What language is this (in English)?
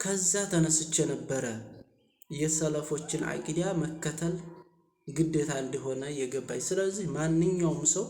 Amharic